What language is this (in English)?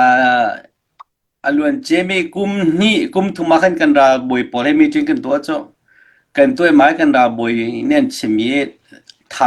Hakha Chin